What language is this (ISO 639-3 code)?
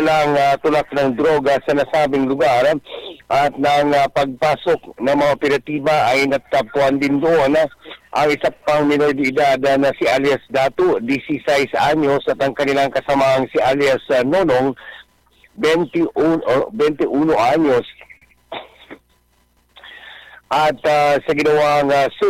fil